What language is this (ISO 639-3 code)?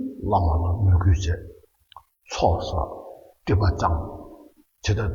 bod